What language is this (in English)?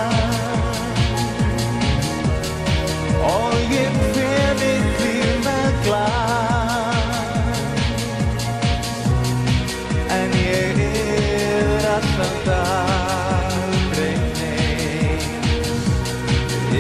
Icelandic